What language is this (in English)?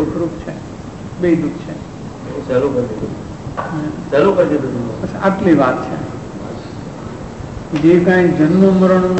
Gujarati